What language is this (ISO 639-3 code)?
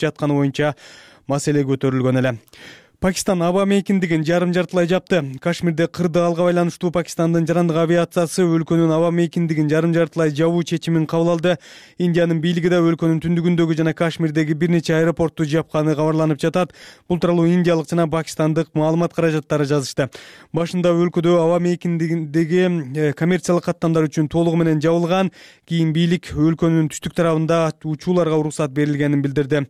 kir